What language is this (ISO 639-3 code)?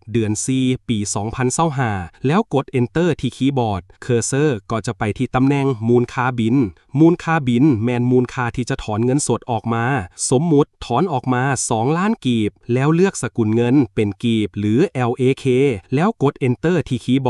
lao